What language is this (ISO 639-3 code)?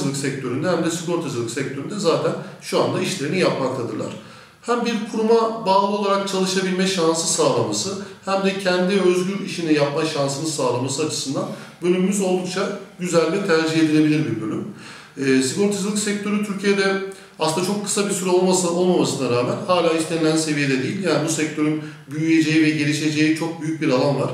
tur